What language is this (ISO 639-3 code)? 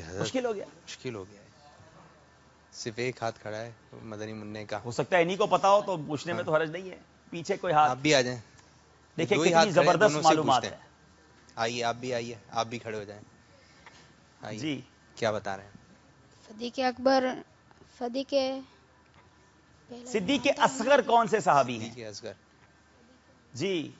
urd